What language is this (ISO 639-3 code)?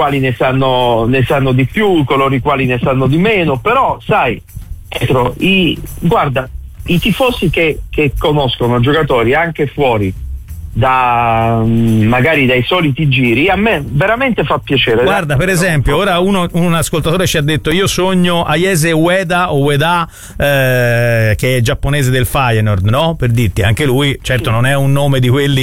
ita